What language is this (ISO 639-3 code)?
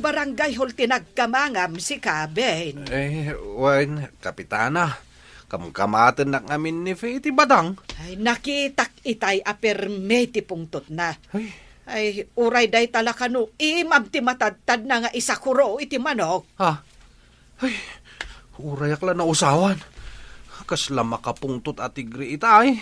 ilo